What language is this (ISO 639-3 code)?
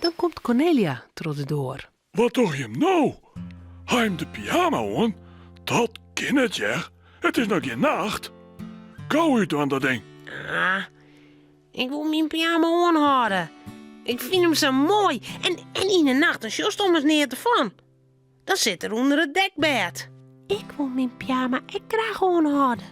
fry